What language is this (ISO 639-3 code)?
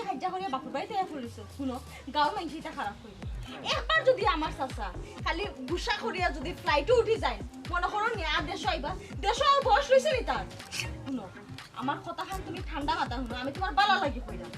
syl